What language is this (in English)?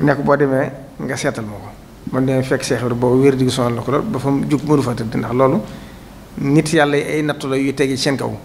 Wolof